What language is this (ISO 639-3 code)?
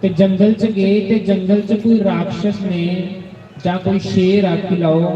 doi